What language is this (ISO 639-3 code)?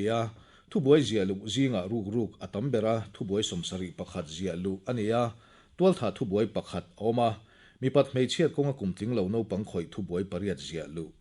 lus